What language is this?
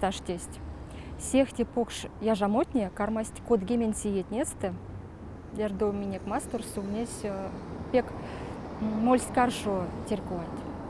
Erzya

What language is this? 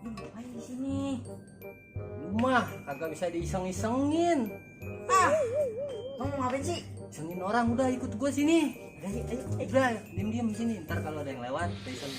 Betawi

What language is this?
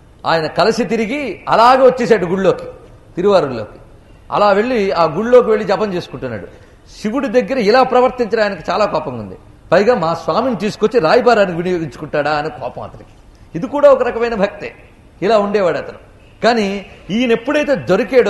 Telugu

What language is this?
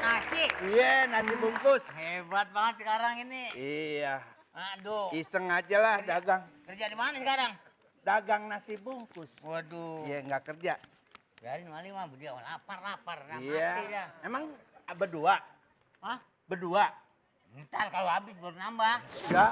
Betawi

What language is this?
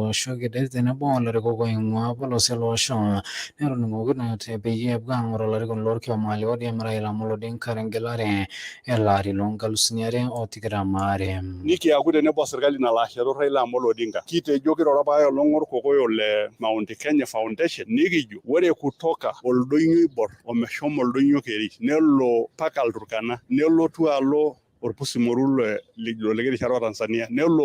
Masai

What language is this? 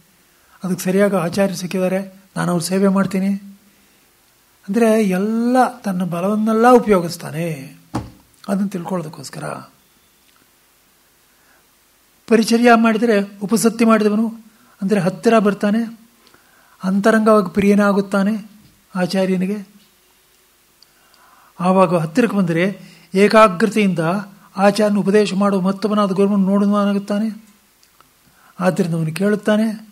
Kannada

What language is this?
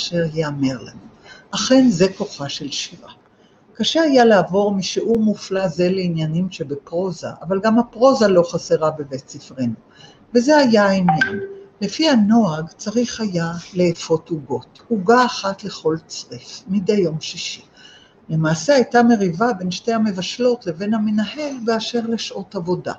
Hebrew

